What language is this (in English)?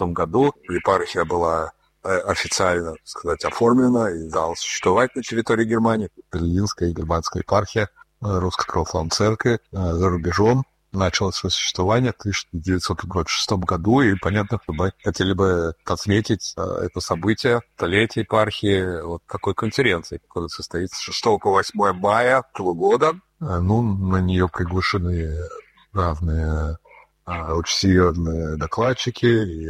Russian